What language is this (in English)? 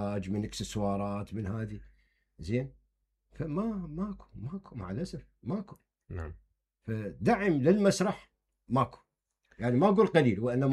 Mesopotamian Arabic